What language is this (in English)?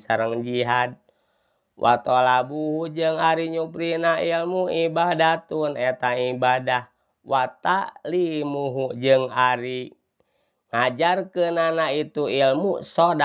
Sundanese